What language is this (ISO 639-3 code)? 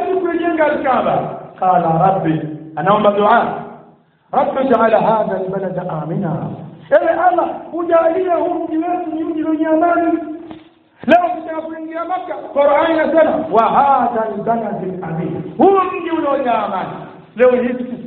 swa